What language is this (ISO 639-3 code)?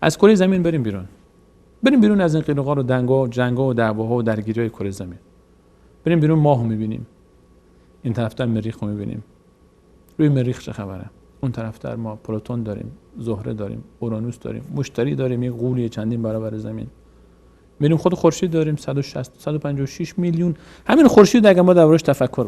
fas